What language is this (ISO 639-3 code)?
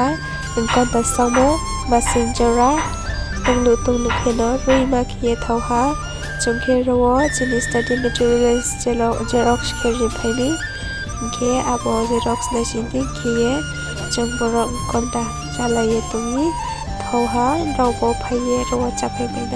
ria